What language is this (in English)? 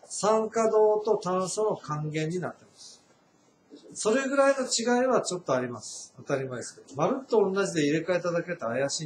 Japanese